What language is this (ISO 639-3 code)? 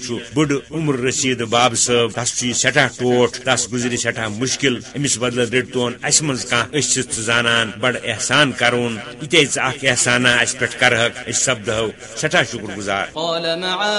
kas